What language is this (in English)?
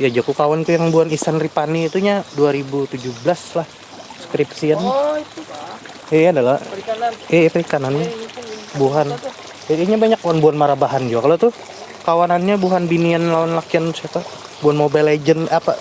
Banjar